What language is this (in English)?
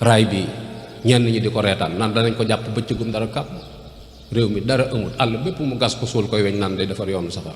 Wolof